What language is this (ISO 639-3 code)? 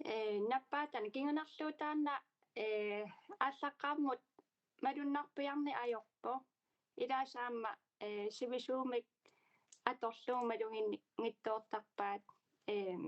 kal